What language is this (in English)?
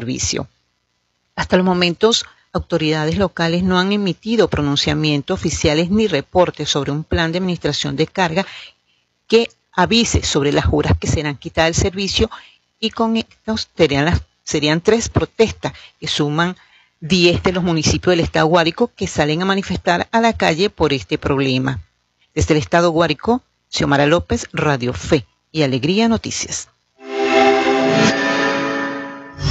Spanish